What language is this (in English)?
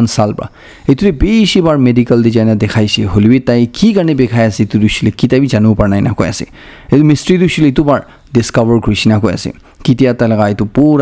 Naga Pidgin